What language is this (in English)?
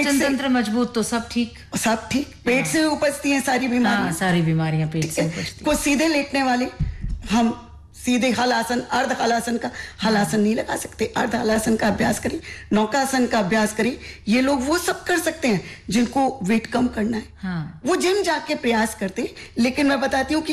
Hindi